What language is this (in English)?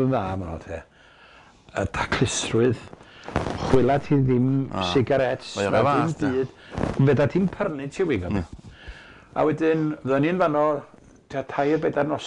Welsh